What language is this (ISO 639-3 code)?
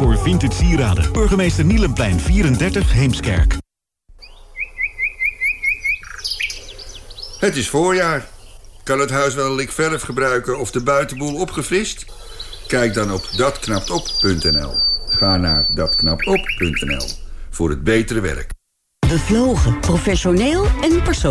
nld